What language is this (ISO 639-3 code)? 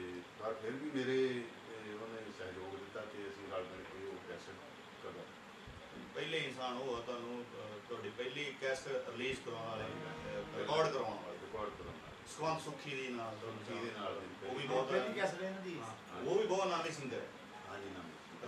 pan